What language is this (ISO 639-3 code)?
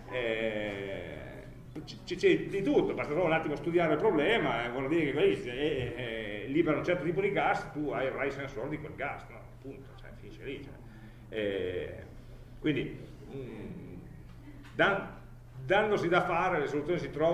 ita